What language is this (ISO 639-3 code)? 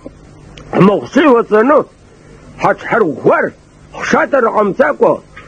abk